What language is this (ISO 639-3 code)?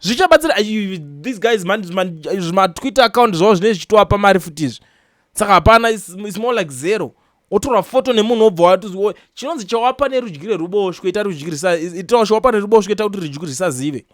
sna